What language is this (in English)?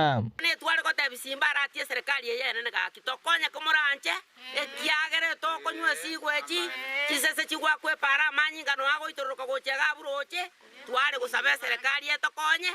Gusii